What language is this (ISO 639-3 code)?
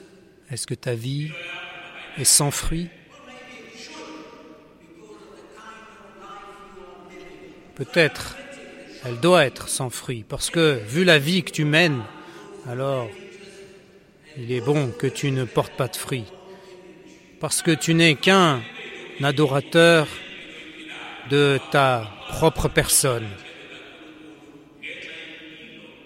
fra